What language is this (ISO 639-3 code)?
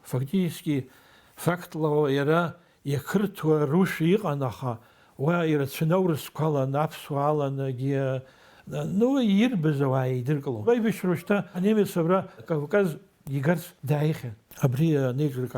abk